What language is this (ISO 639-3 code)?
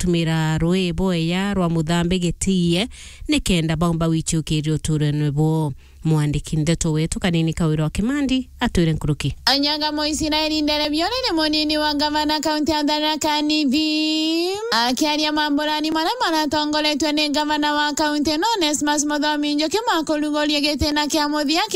mer